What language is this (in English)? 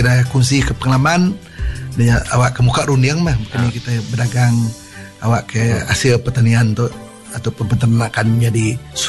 Malay